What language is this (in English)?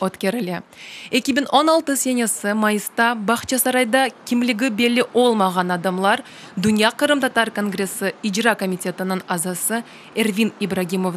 Crimean Tatar